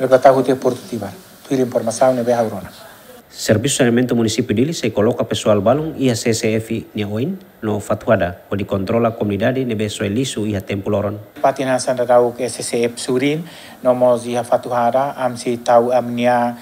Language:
Tetum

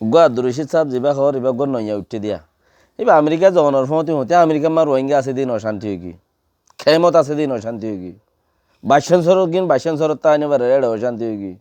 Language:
Rohingya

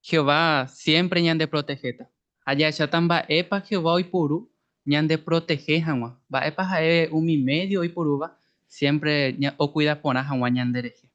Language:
Guarani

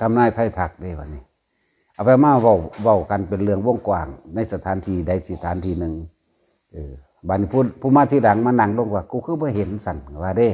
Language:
Northeastern Thai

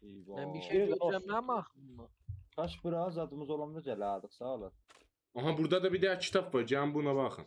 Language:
South Azerbaijani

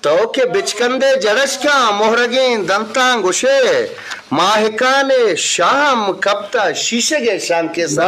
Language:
Eastern Balochi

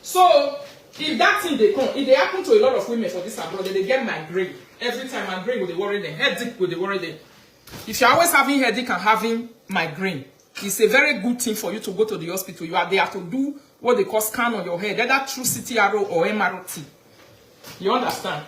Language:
Nigerian Pidgin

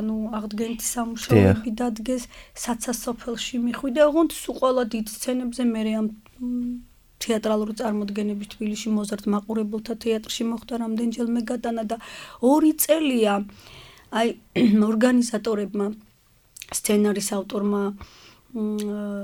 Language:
Georgian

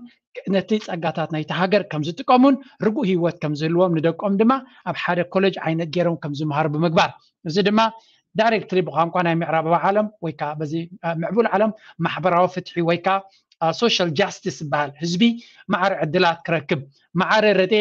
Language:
Tigrinya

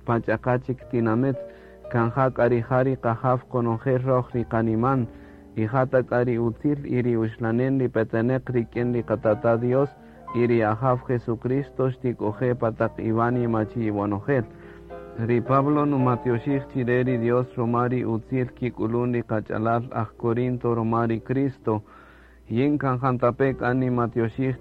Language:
Kaqchikel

